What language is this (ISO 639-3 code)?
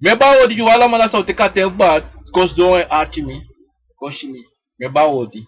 srn